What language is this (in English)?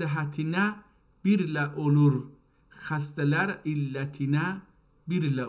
South Azerbaijani